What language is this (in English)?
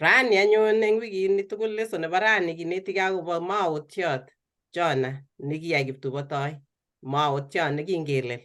Kalenjin